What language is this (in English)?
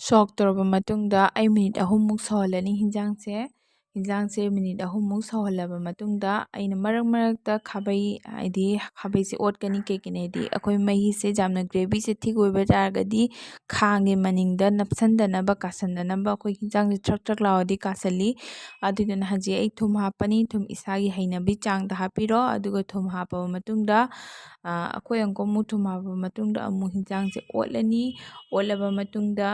Manipuri